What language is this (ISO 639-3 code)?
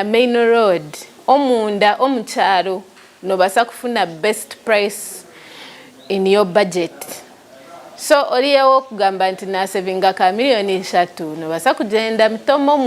ttj